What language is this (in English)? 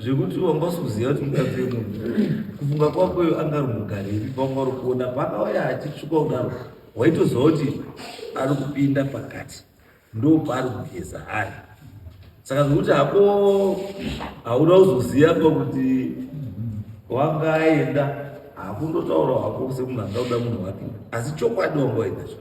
Shona